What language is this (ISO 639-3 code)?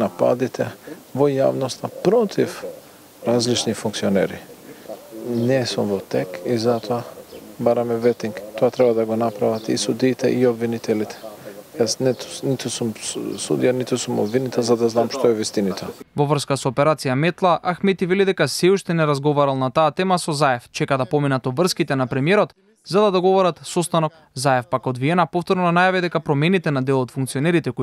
mkd